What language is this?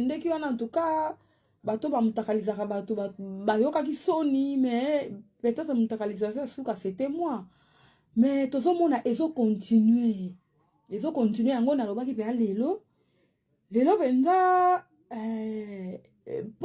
Lingala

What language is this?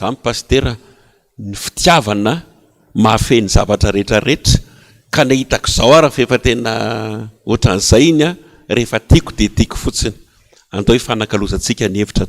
Malagasy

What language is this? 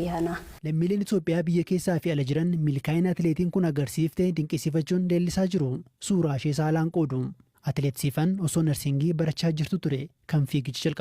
Oromo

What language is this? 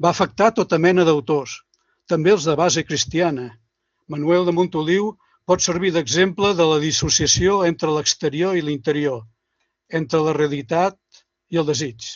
Catalan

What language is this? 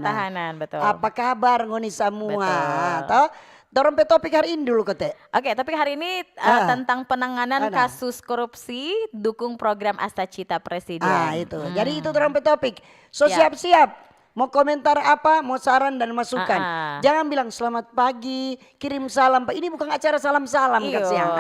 Manado Malay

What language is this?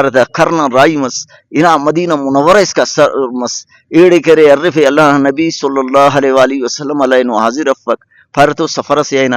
Brahui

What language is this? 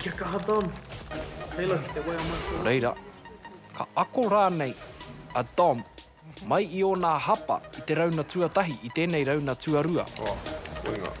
Māori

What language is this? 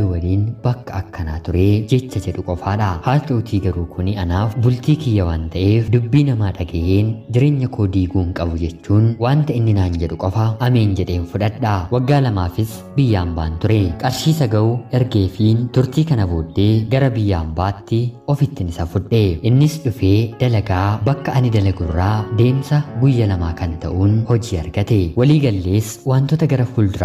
Oromo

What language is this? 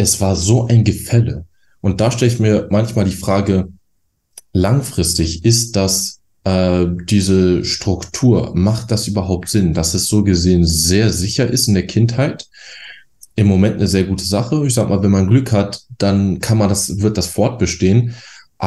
German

